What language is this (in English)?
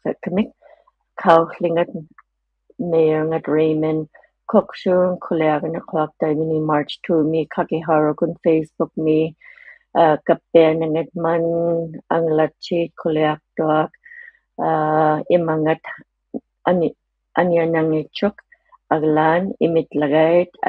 Inuktitut